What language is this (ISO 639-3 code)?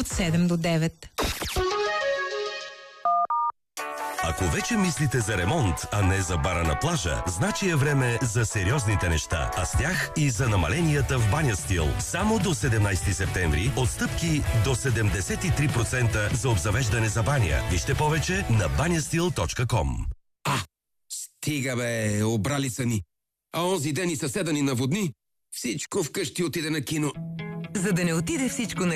bul